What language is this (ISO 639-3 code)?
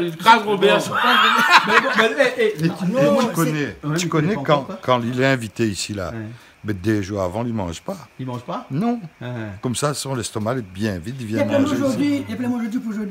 rcf